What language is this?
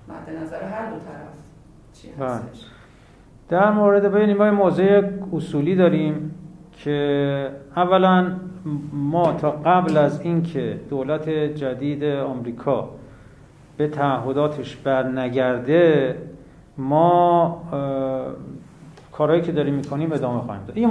Persian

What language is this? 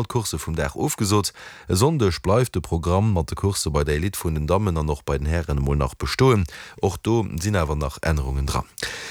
Luxembourgish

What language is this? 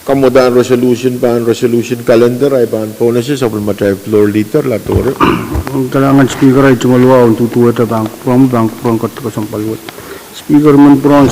Pohnpeian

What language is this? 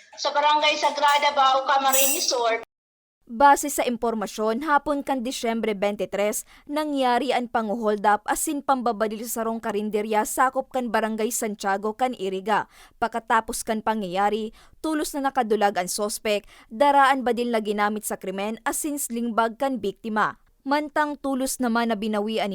Bikol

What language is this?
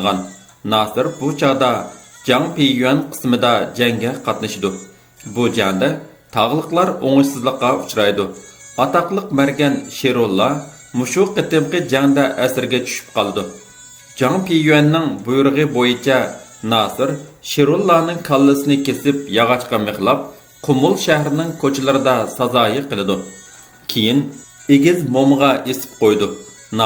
Uyghur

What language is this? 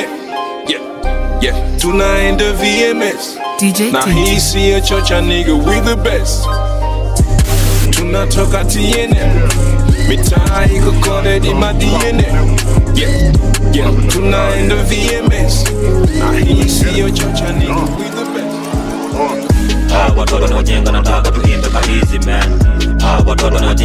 Swahili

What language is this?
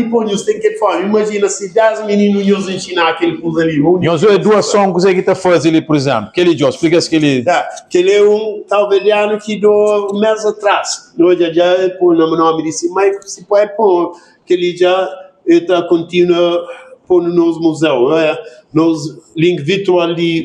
Kabuverdianu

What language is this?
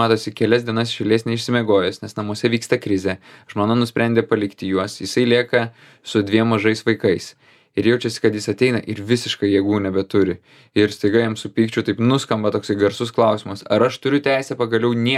Lithuanian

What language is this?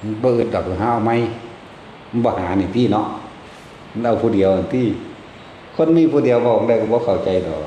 Northeastern Thai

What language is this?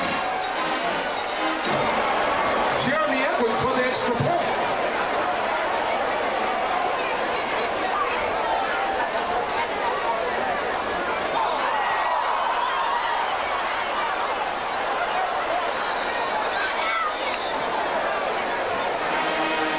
English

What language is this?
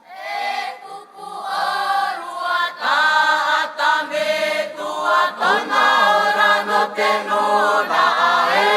Tahitian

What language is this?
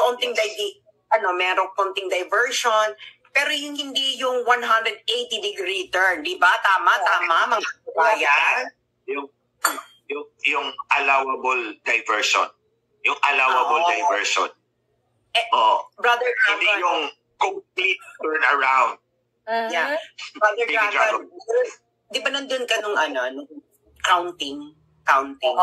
Filipino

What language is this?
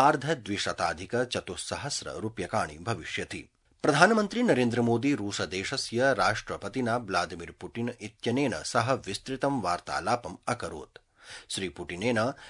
Sanskrit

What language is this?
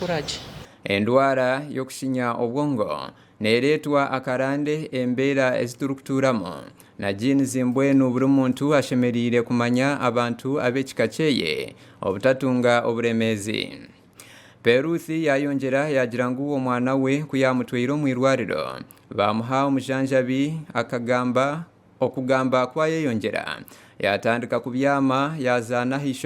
Nyankole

